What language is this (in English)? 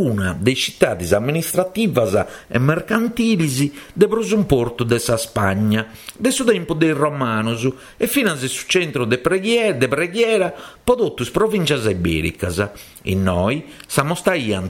Sardinian